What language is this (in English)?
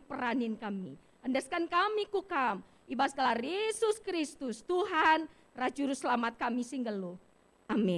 Batak Karo